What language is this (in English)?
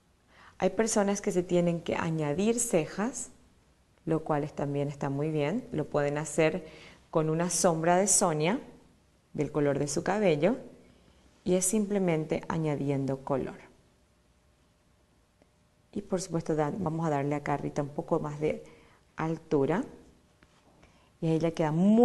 Spanish